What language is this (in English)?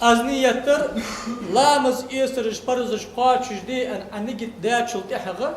Ingush